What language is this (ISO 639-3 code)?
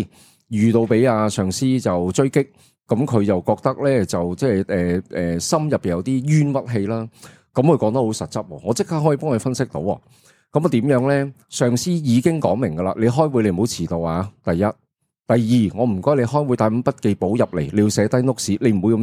yue